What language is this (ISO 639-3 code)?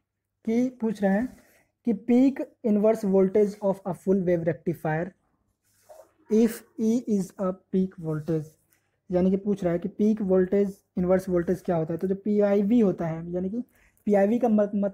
hin